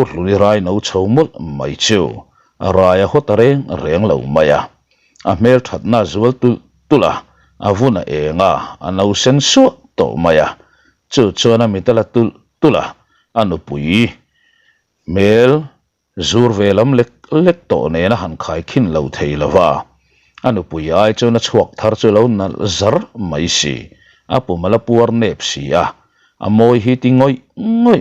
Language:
Mizo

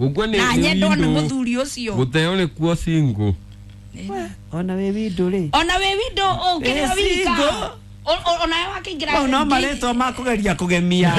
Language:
Kikuyu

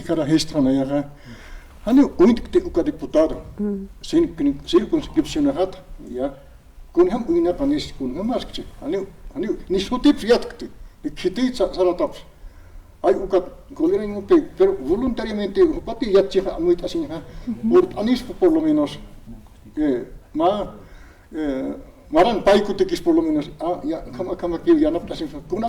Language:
Aymara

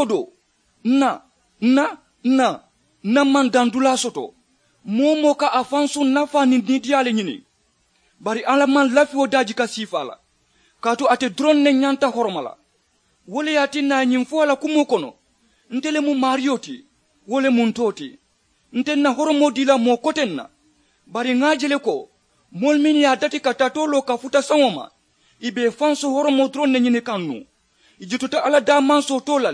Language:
Mandingo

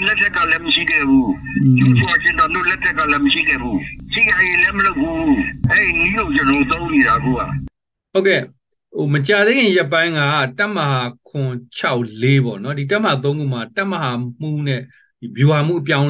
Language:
Burmese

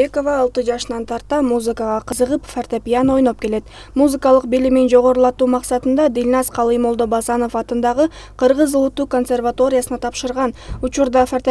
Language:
Kyrgyz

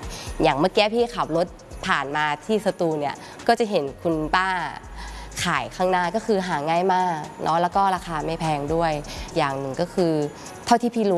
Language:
Thai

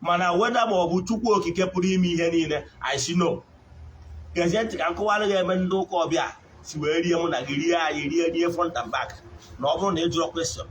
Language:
Igbo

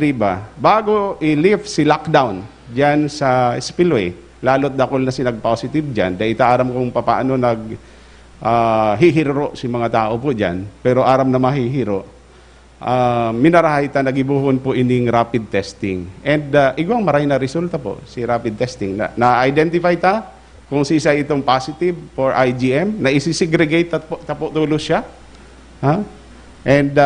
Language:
Bikol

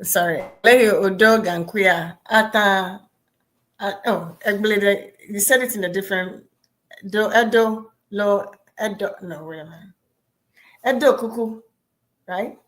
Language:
Ewe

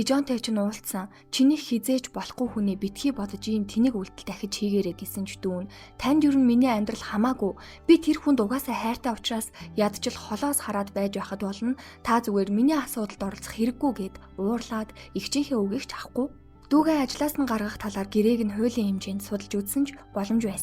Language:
Mongolian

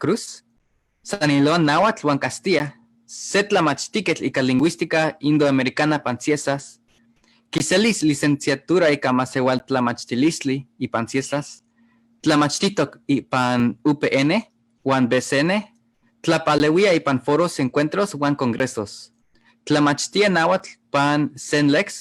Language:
Eastern Huasteca Nahuatl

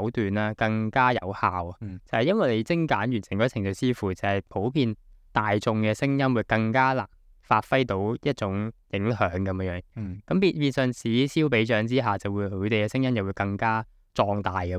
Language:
Cantonese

